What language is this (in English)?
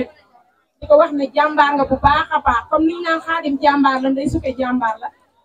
Wolof